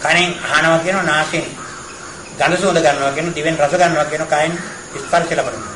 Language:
Sinhala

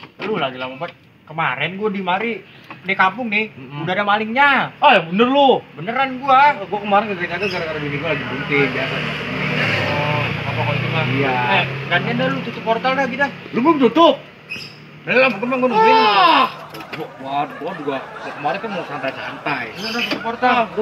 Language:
Betawi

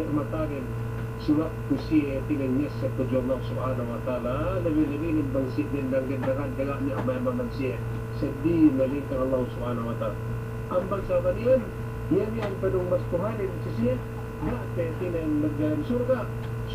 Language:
Yakan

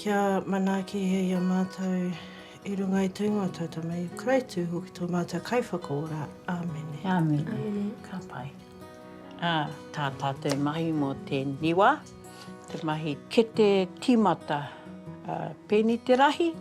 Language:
Māori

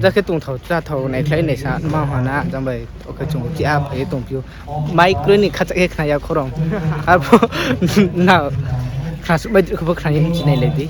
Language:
Riang (India)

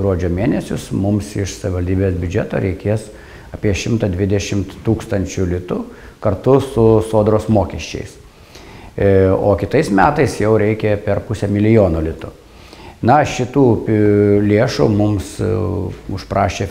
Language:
Lithuanian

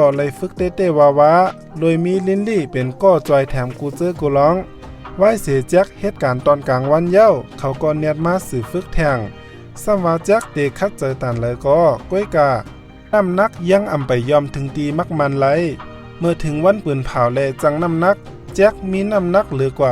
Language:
Shan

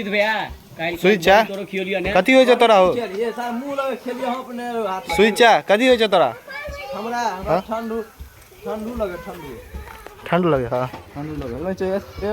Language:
Maithili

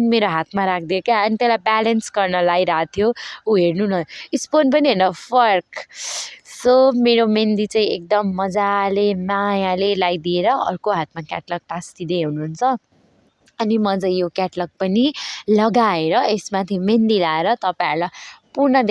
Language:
Nepali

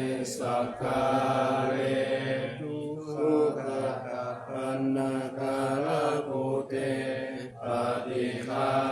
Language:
Pali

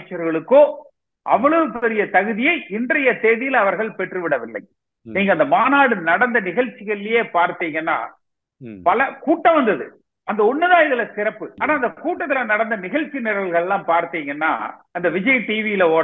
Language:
Tamil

